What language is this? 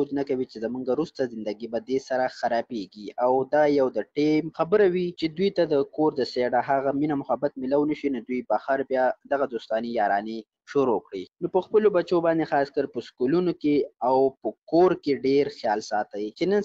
Pashto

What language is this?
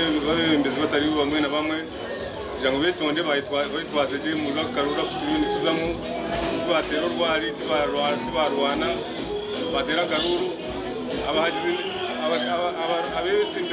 Nyankole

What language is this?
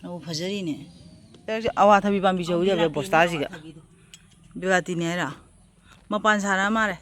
Manipuri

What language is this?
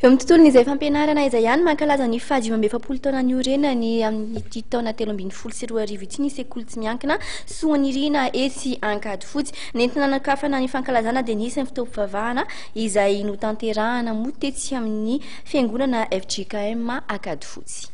Malagasy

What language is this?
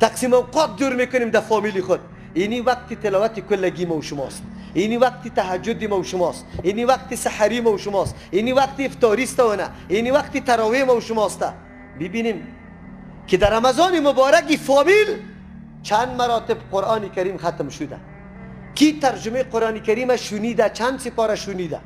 Persian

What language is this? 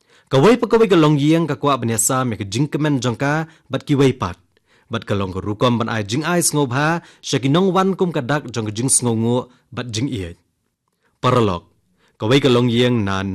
Khasi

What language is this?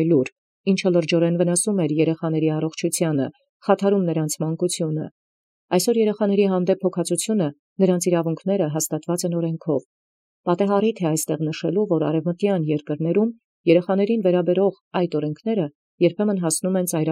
Armenian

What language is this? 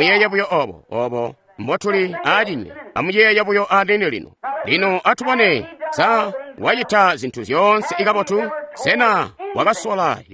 Tonga (Zambia)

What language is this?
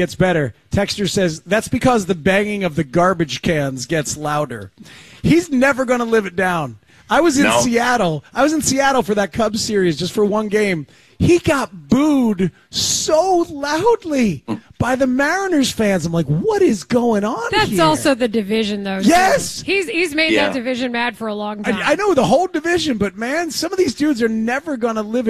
English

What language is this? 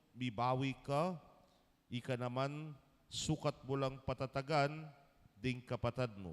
Pampanga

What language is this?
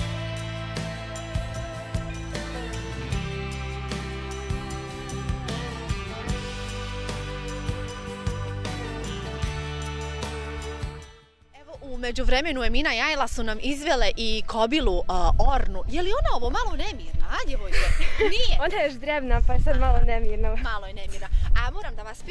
Bosnian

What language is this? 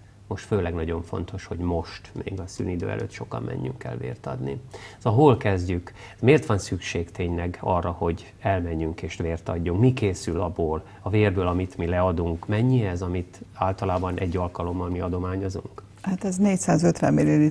Hungarian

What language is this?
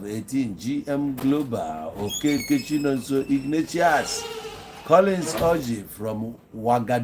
Igbo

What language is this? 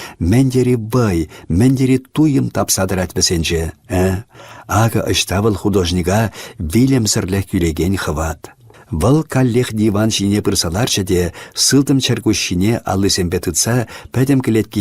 Chuvash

